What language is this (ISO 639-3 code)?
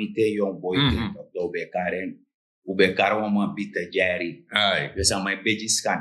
srn